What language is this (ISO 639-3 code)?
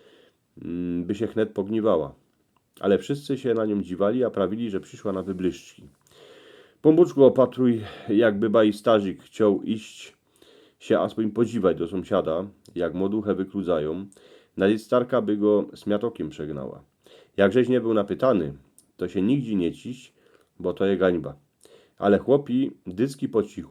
szl